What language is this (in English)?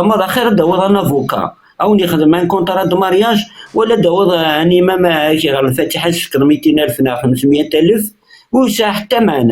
Kabyle